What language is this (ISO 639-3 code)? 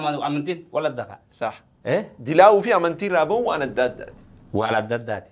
orm